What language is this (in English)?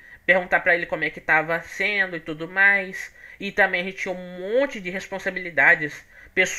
Portuguese